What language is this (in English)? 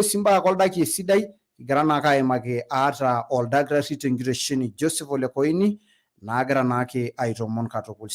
Masai